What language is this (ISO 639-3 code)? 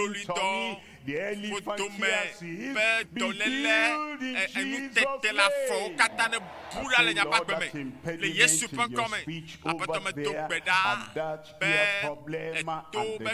ewe